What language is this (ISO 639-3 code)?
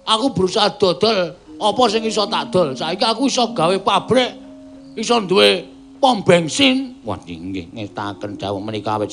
jav